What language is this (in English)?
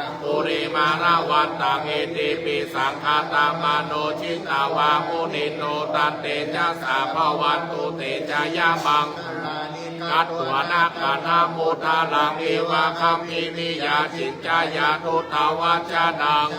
Pali